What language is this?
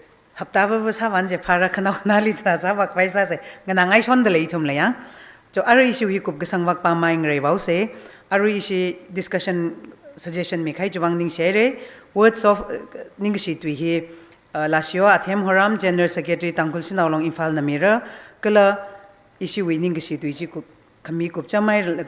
Tangkhul Naga (India)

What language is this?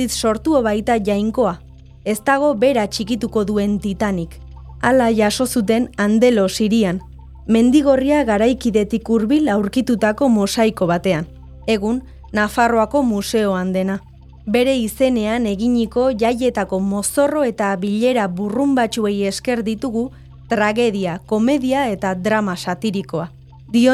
Basque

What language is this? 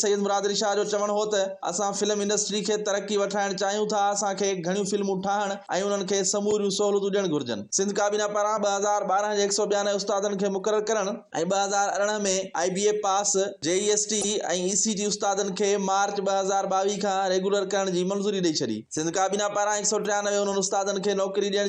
Sindhi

